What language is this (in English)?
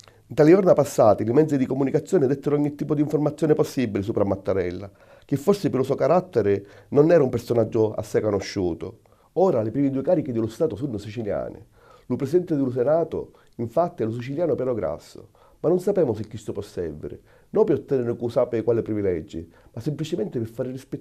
Sicilian